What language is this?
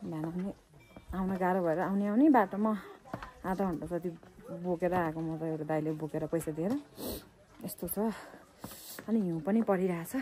Nepali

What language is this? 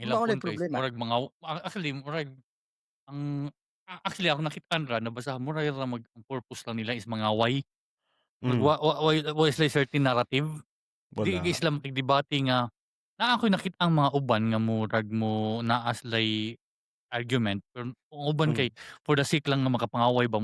Cebuano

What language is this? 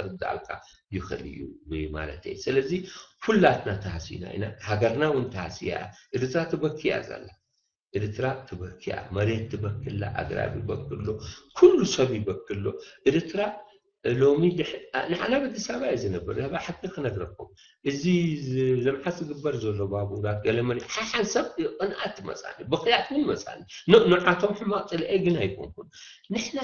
Tigrinya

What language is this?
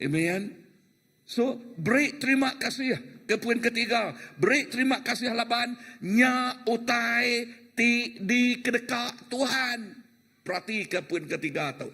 Iban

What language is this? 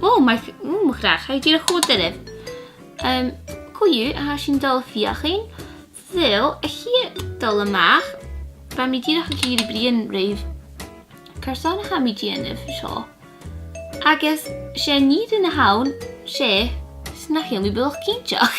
Scottish Gaelic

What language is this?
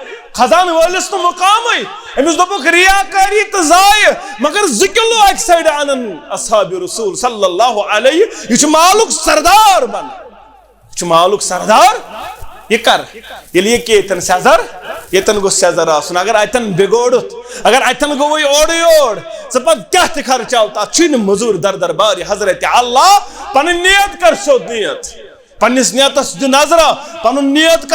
Kashmiri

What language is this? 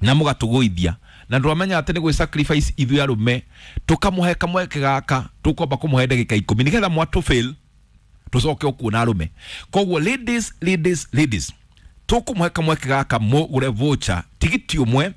Kikuyu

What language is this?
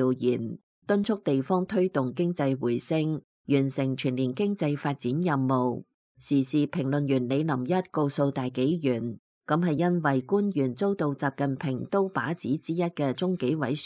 Cantonese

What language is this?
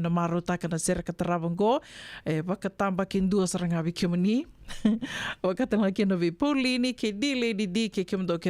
Fijian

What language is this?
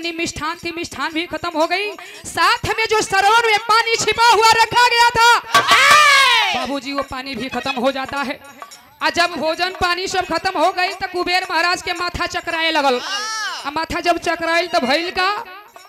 Bhojpuri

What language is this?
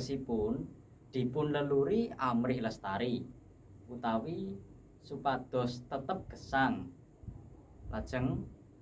Javanese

